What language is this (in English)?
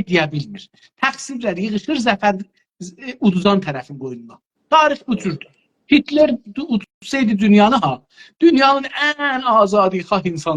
South Azerbaijani